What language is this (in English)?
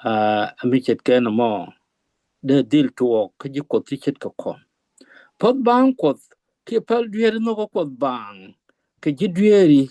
Nuer